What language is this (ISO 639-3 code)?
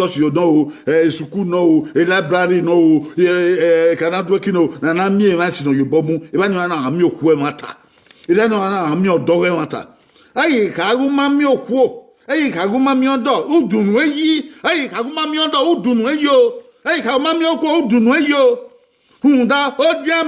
bin